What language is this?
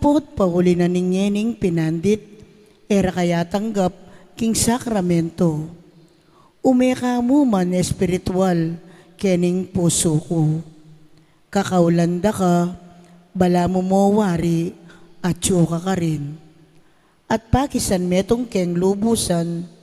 Pampanga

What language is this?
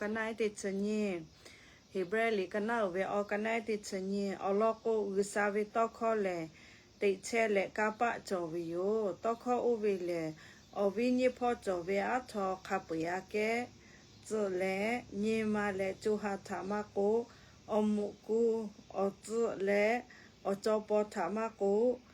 Lahu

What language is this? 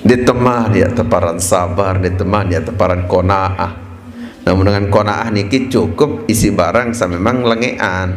Sasak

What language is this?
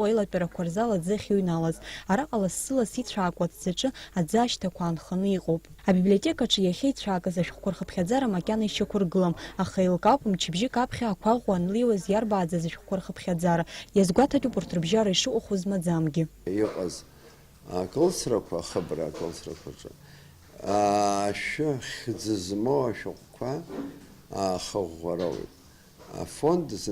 Abkhazian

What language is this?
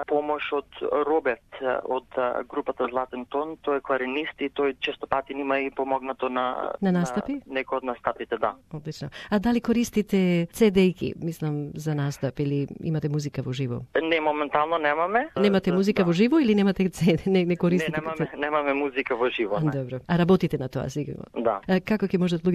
Macedonian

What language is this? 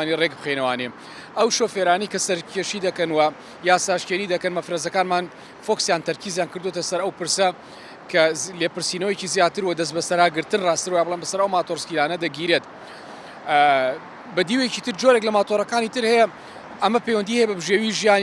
Central Kurdish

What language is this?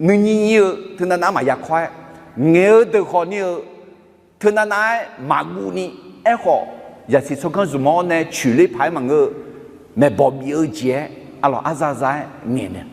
Akha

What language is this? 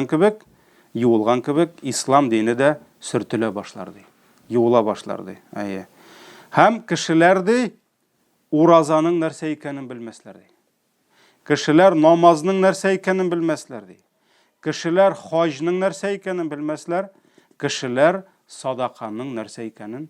Tatar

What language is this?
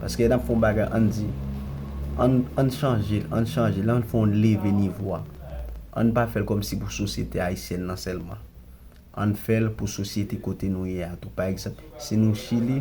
Haitian Creole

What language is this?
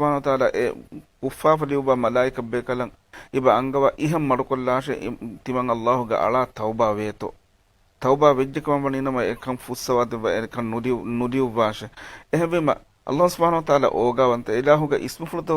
Divehi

